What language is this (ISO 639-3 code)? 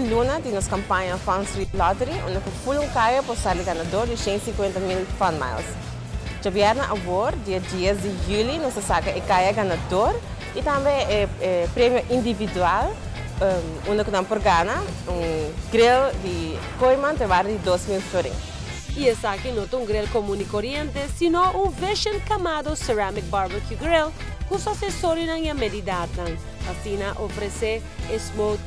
pap